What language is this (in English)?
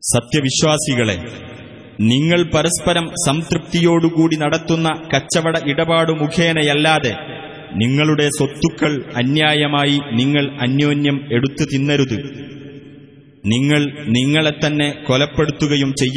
Malayalam